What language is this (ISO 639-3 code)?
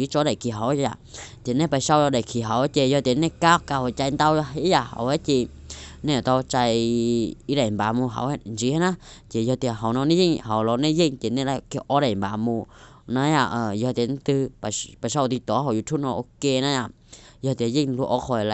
hmn